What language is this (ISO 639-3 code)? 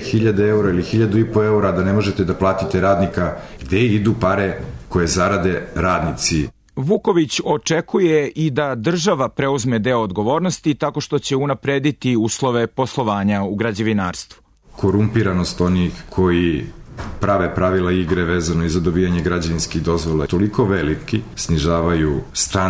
srp